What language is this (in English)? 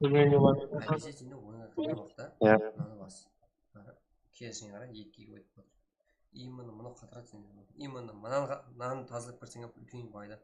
Kara-Kalpak